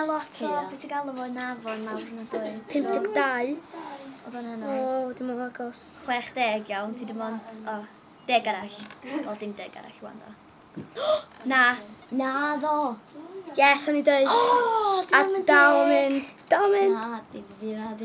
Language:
Welsh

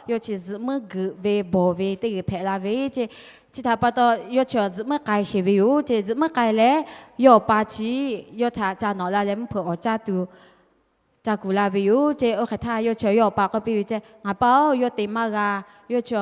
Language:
Lahu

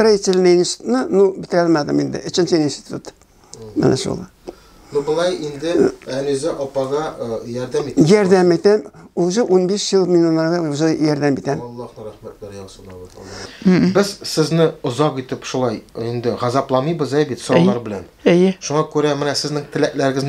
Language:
Tatar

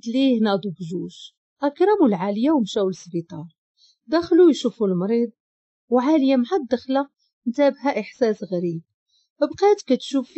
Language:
Moroccan Arabic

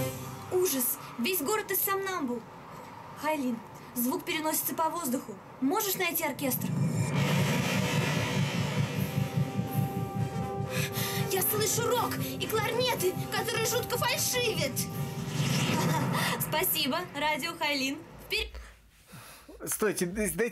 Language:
Russian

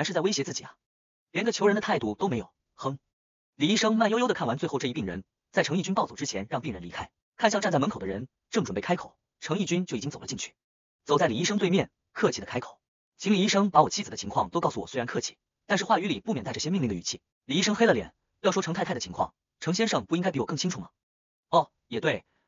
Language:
Chinese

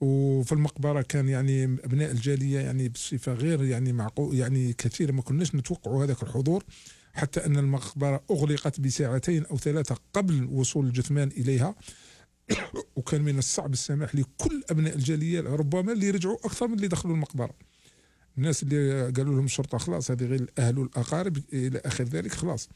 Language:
Algerian Arabic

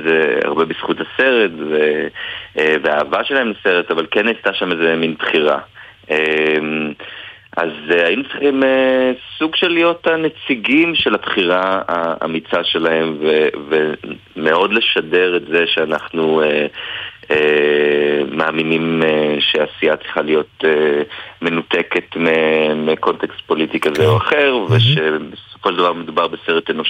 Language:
Hebrew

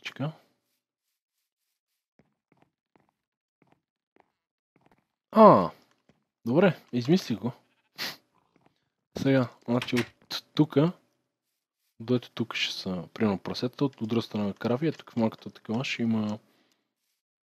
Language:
Bulgarian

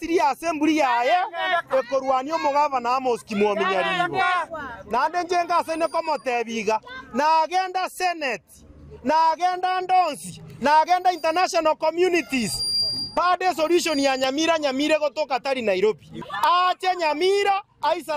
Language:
Gusii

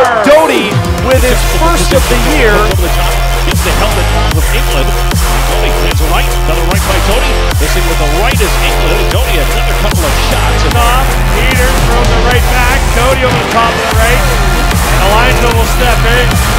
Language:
English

